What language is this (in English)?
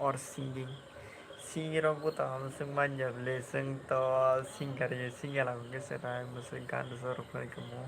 Kok Borok